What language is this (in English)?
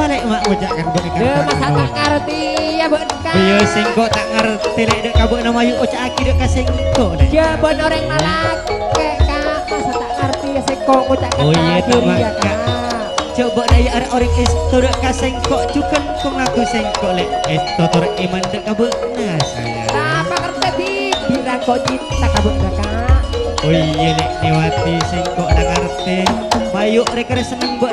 Madurese